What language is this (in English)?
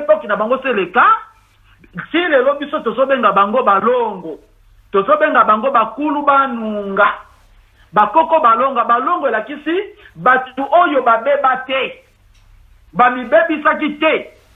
Lingala